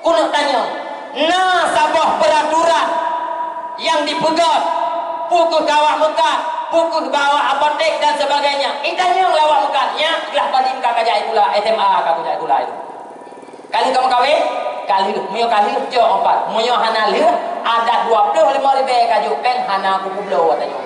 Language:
Achinese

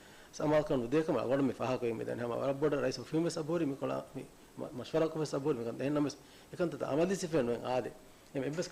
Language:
Divehi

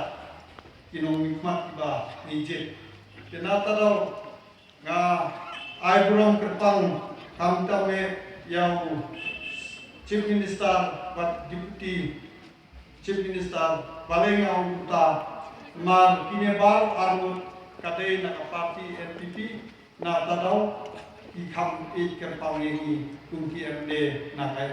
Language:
Khasi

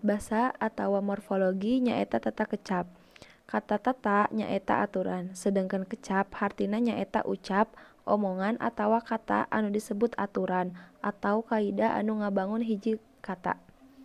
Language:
Sundanese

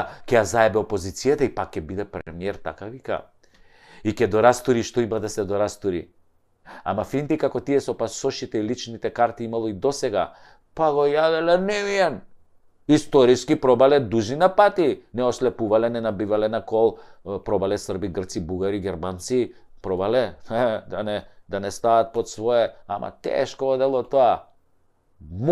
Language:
Macedonian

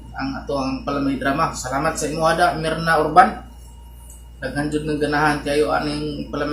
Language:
Cebuano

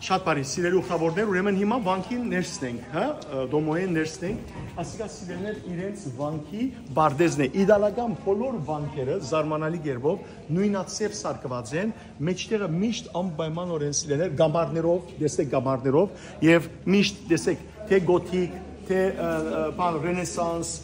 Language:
Western Armenian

